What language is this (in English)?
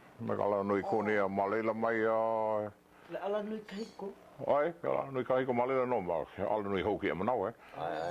Hawaiian